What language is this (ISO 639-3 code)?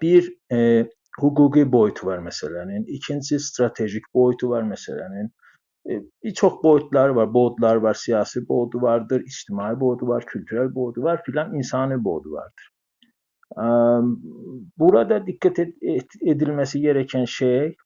azb